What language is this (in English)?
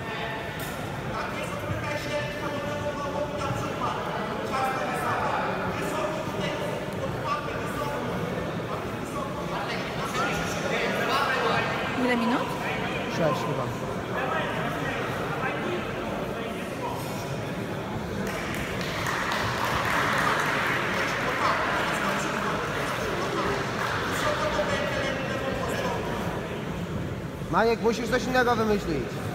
Polish